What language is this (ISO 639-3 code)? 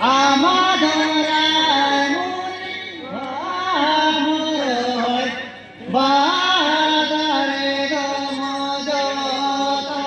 sat